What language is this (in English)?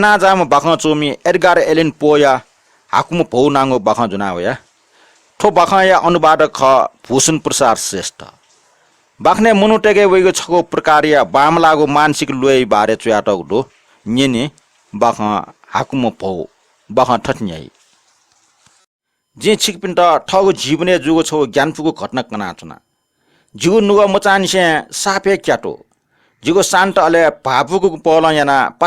Newari